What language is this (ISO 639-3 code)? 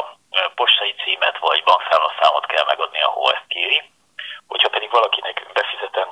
hun